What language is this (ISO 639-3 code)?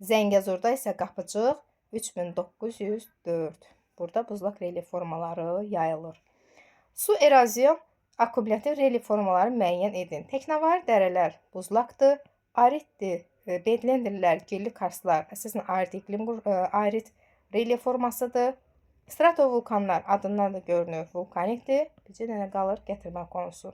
aze